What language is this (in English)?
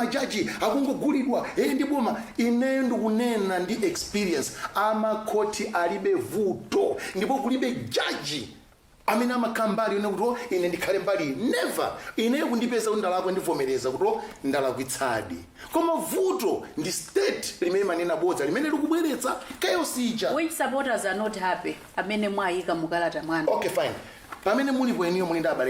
Nyanja